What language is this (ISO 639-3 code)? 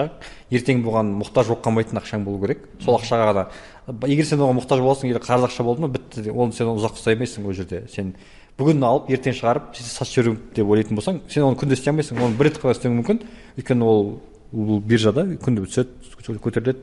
kaz